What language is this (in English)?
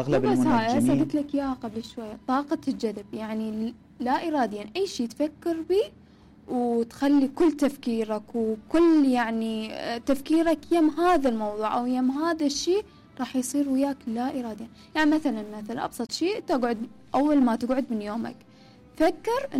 Mesopotamian Arabic